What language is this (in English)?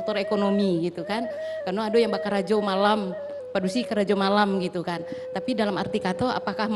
Minangkabau